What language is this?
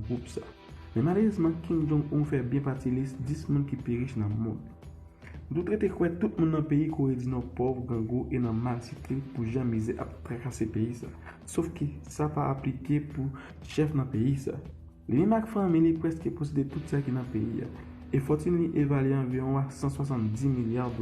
Haitian Creole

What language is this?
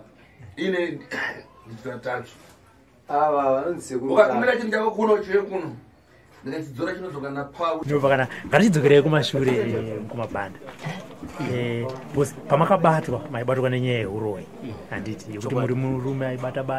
Shona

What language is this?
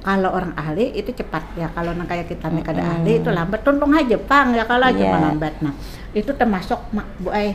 Banjar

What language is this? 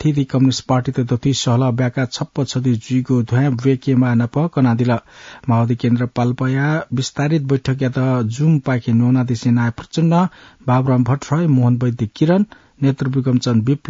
Newari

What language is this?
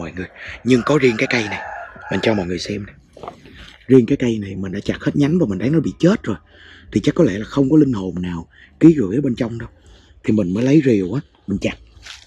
Vietnamese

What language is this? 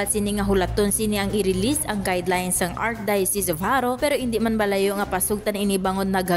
Hiligaynon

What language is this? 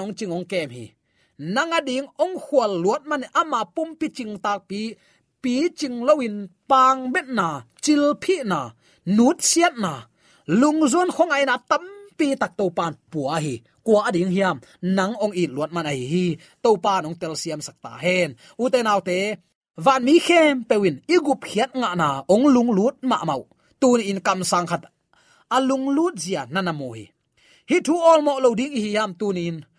Tedim Chin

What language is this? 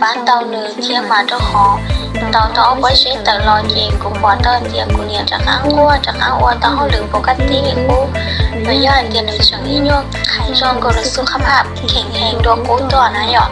Hmong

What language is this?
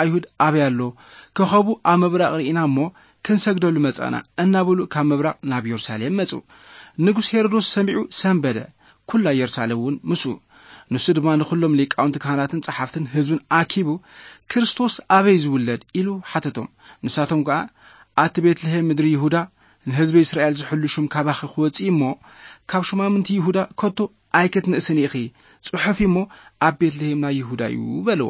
Tigrinya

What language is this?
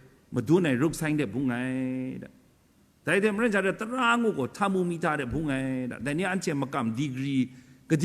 Kachin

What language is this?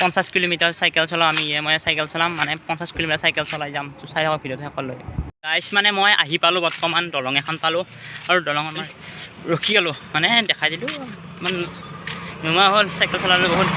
Assamese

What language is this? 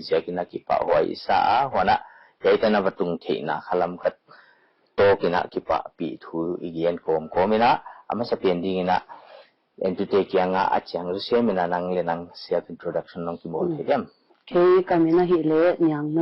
Paite Chin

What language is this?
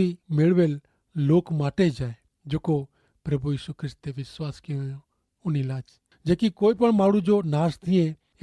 Kachhi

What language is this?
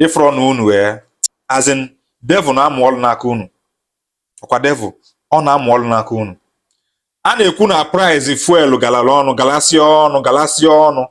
Igbo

